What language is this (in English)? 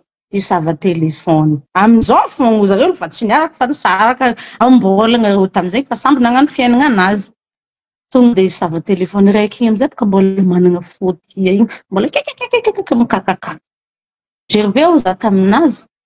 Malagasy